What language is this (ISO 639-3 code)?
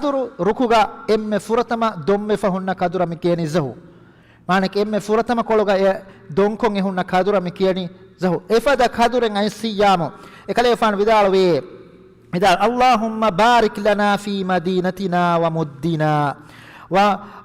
div